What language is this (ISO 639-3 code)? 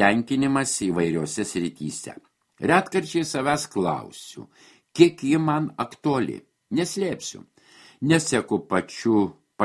lit